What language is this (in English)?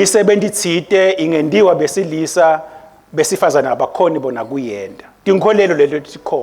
Swati